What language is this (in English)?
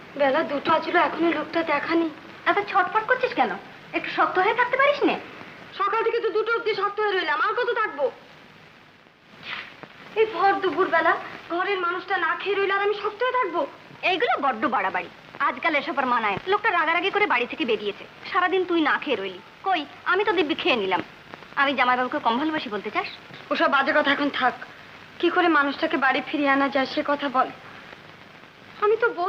Bangla